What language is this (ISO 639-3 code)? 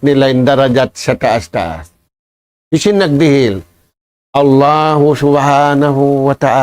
tsg